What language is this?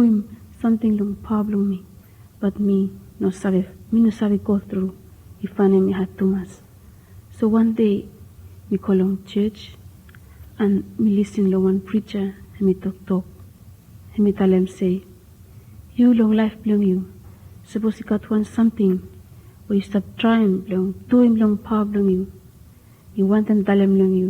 Bislama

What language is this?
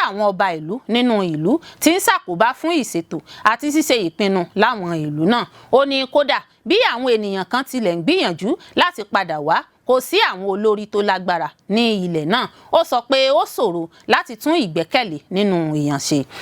Yoruba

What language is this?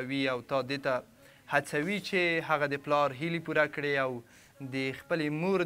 Pashto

